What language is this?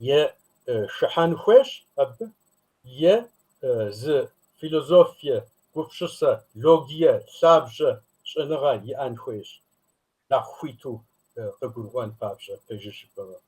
Kabardian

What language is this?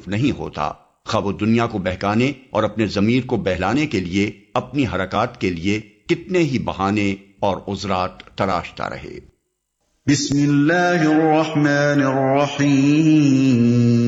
Urdu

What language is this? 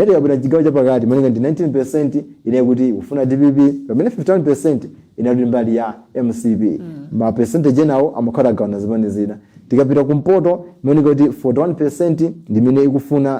Nyanja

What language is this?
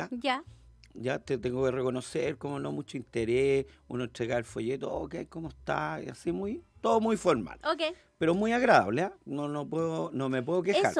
Spanish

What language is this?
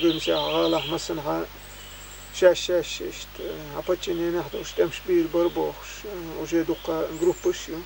Chechen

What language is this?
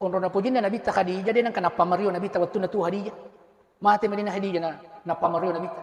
Buginese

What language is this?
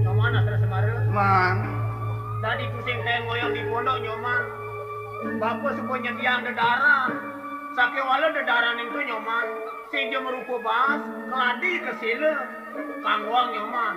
Balinese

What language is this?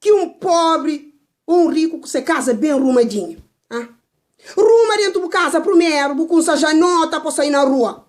Kabuverdianu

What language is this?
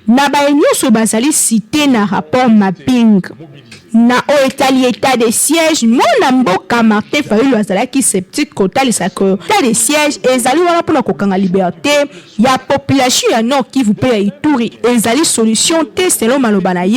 Lingala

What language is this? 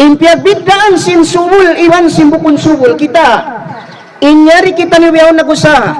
Tausug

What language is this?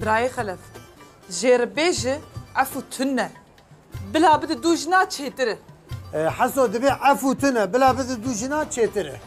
Kurdish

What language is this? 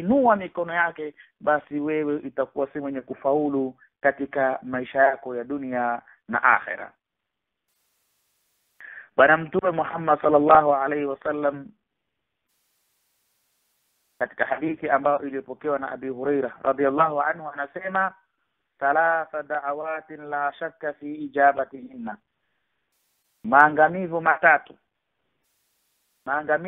Swahili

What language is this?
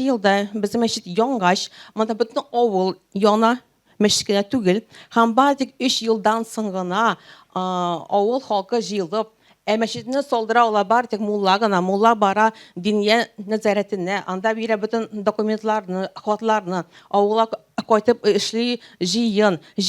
Tatar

